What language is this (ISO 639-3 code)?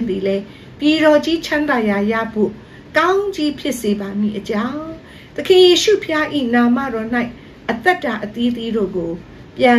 mya